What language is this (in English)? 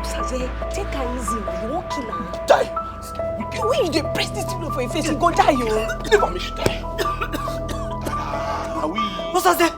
Nigerian Pidgin